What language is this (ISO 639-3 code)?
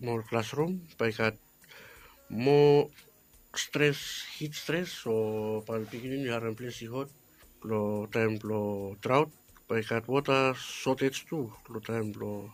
bis